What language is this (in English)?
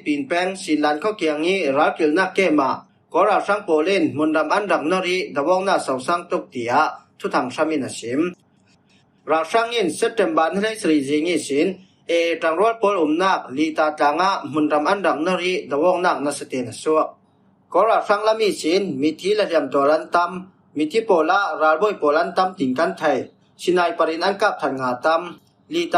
Falam Chin